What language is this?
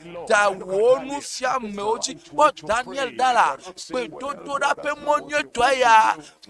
Ewe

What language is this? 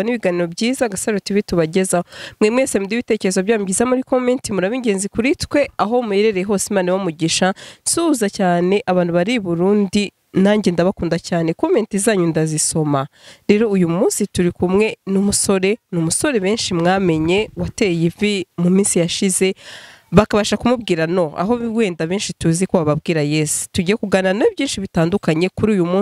Kinyarwanda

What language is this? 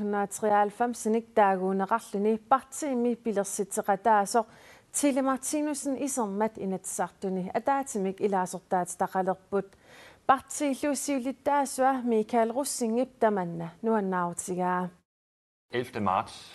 Kalaallisut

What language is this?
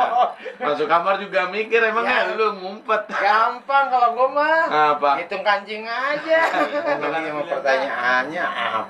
Betawi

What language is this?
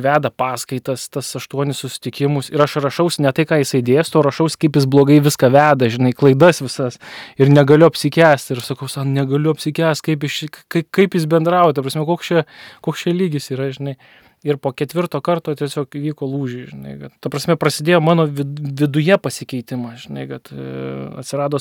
Lithuanian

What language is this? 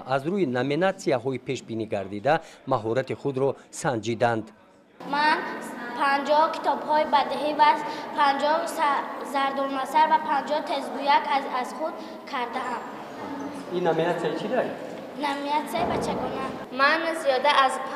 Tajik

